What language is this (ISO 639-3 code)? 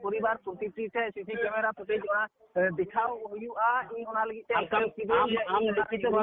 sat